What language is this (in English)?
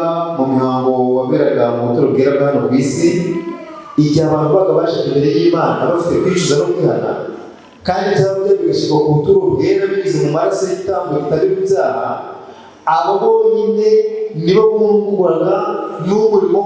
Kinyarwanda